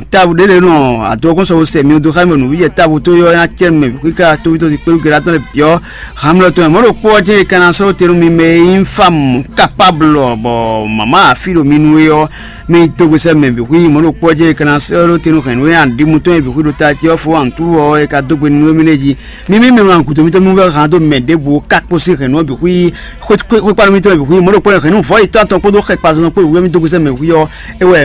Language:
Fon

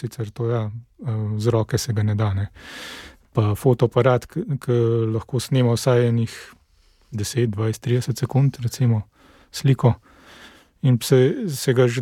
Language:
Slovenian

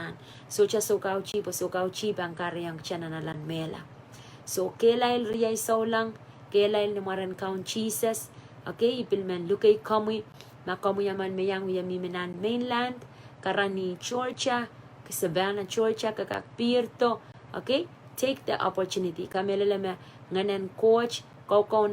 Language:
Pohnpeian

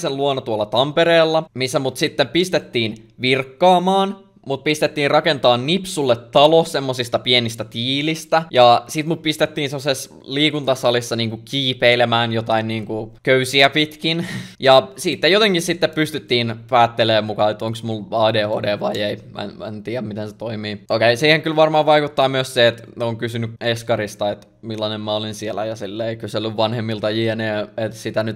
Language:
Finnish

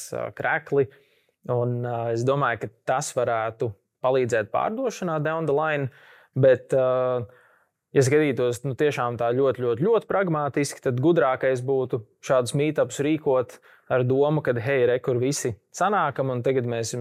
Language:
Latvian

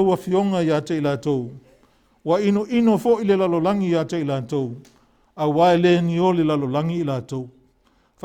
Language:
Samoan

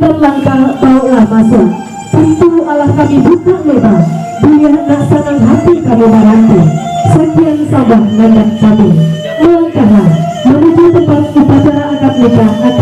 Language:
Minangkabau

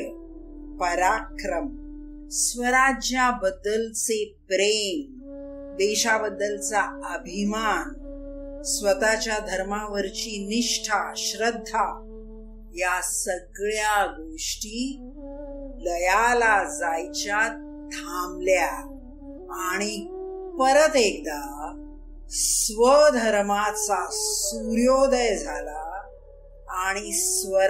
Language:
Marathi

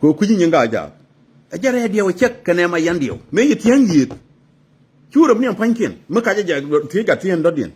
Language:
Nuer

